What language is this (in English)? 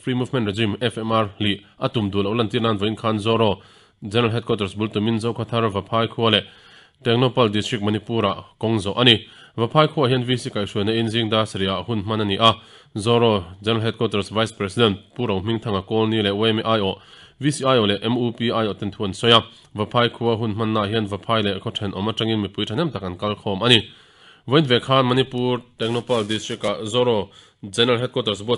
Mizo